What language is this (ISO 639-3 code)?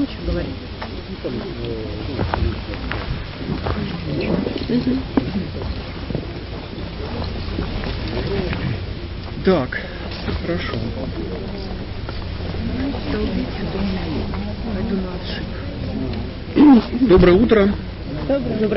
rus